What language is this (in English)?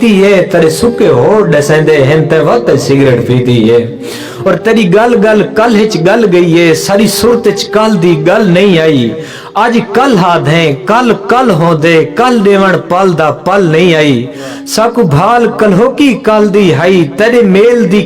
Saraiki